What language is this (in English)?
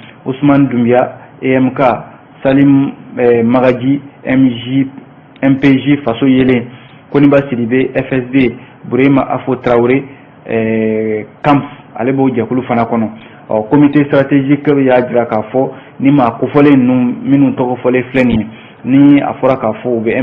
Bambara